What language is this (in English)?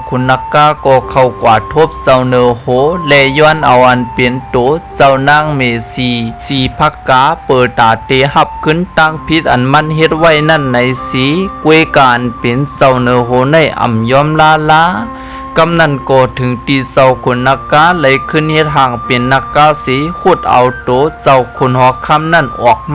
Shan